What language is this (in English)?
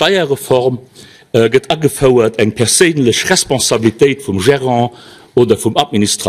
Luxembourgish